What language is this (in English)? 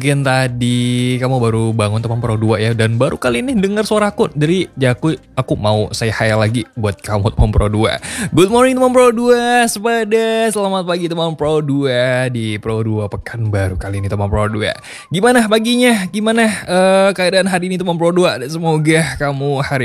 Indonesian